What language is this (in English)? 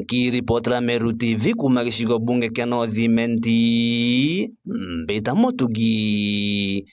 Meru